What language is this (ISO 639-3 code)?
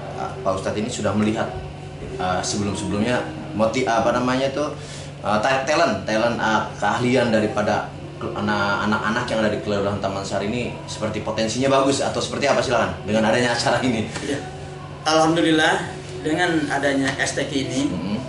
ind